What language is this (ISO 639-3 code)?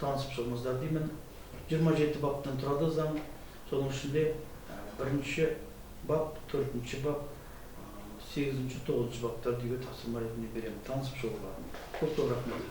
kaz